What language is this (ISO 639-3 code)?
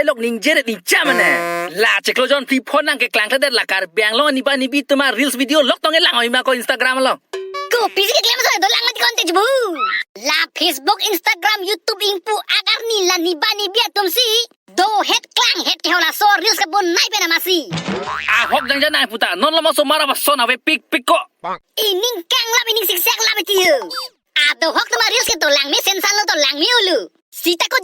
mjw